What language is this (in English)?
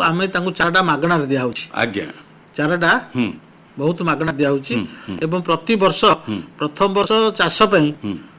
Odia